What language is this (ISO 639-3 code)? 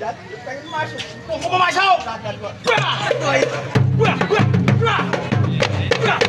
bew